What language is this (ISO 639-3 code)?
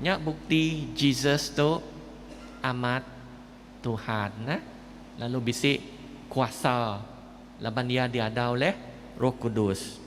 iba